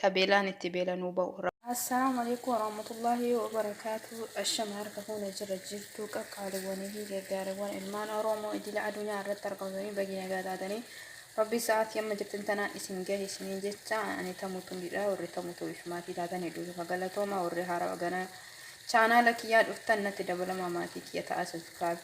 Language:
Oromo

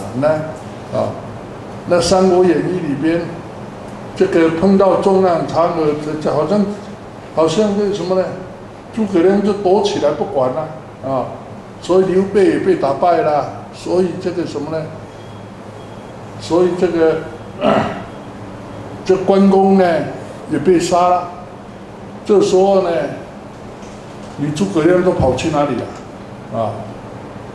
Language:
Chinese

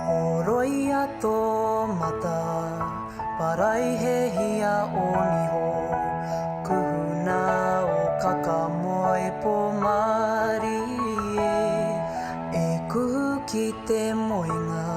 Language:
Māori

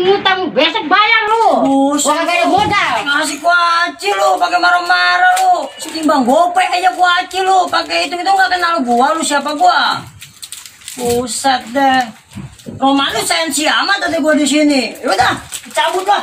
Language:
Betawi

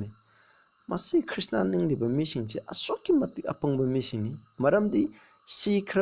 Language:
Manipuri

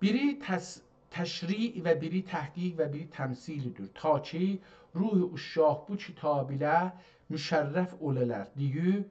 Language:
South Azerbaijani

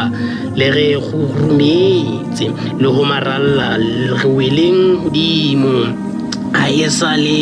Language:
Southern Sotho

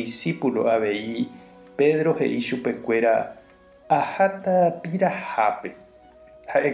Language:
Guarani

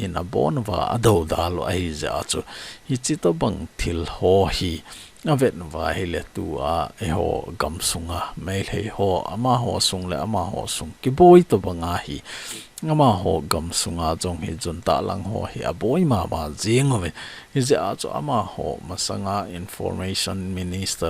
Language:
Thado Chin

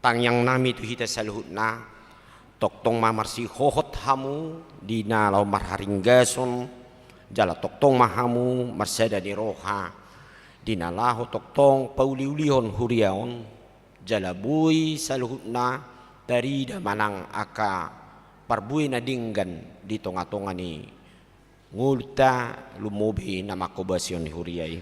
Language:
Batak Toba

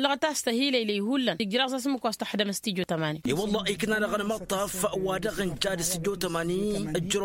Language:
Tamasheq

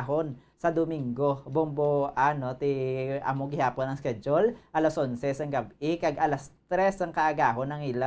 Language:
Hiligaynon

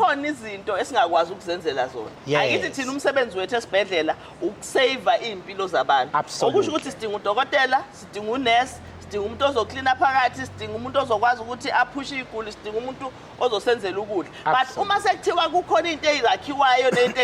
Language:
Zulu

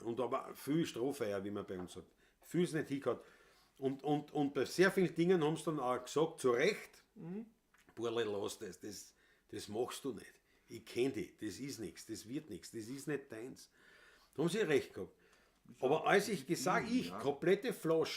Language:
Bavarian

